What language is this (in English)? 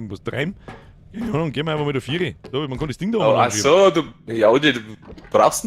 Bavarian